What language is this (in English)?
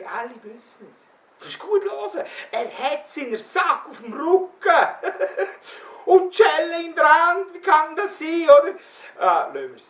Swiss German